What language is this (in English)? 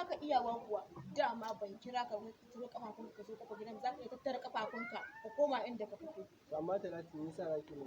Hausa